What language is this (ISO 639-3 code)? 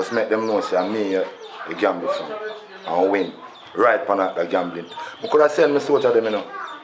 jam